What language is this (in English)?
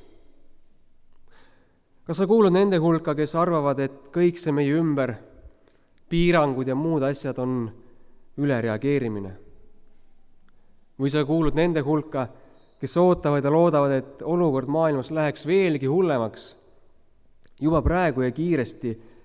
Estonian